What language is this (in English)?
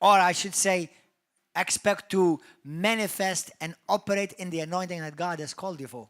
English